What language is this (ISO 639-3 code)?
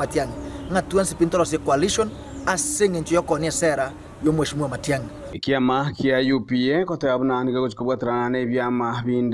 guz